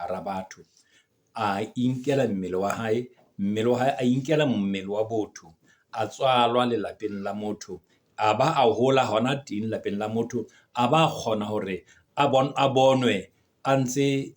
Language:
Southern Sotho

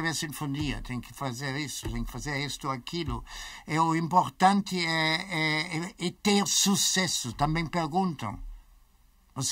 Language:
Portuguese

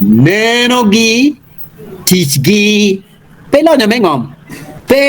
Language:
Acoli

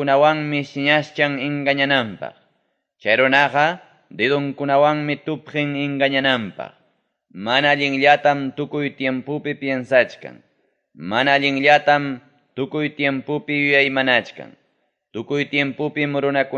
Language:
Ayacucho Quechua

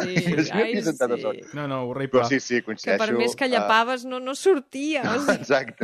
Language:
Catalan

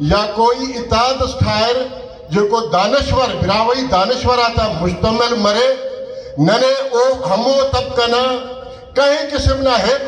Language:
Brahui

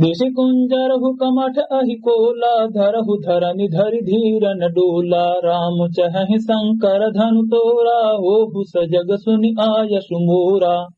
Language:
Awadhi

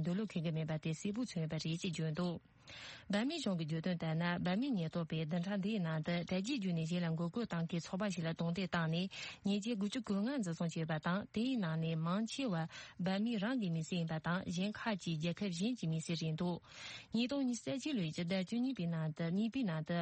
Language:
Tibetan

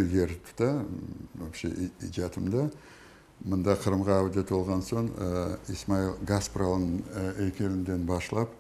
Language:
Crimean Tatar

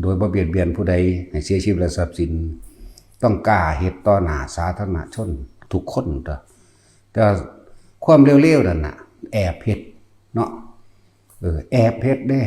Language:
Lao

